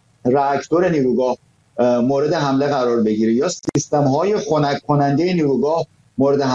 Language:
Persian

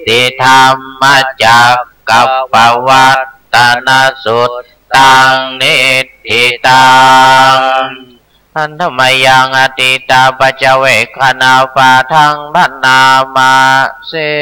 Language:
Pali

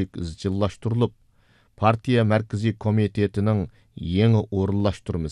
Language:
Uyghur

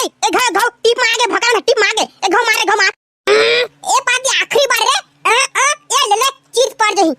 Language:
Chhattisgarhi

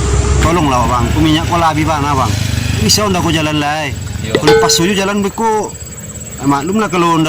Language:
Minangkabau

